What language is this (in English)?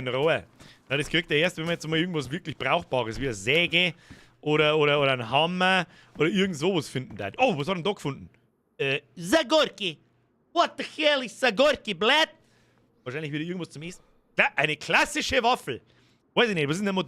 Bavarian